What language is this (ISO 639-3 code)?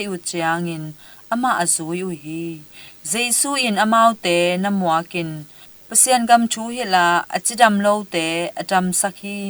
ctd